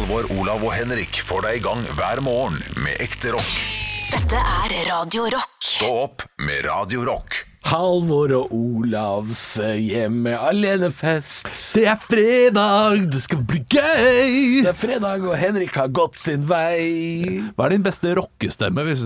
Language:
Norwegian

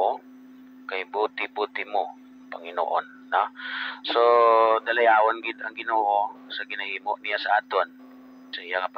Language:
Hiligaynon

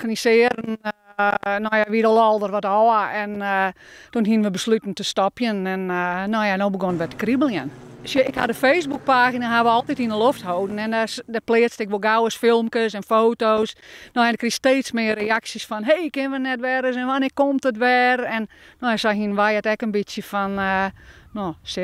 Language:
Western Frisian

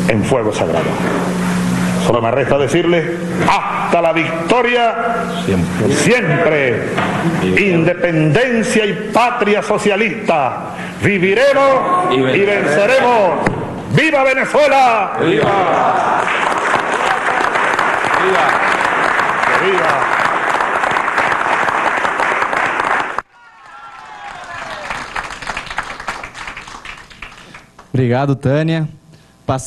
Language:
Spanish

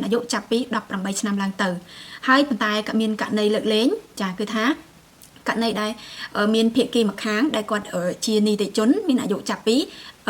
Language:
Khmer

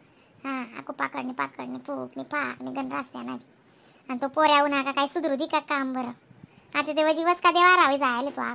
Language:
Khandesi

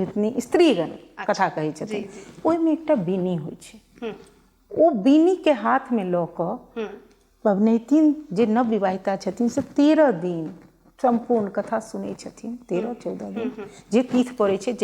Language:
Maithili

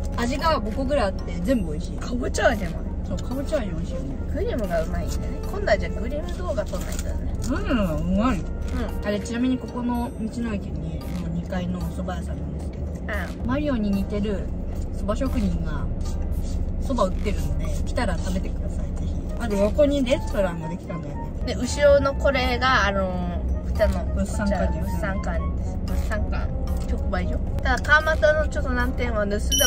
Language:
Japanese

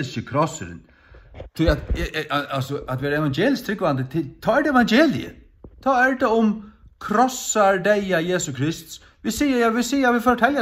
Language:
Faroese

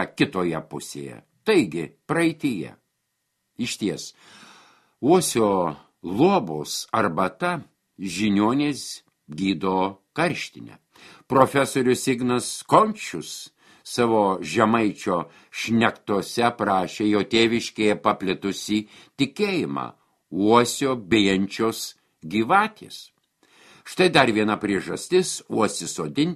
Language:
Lithuanian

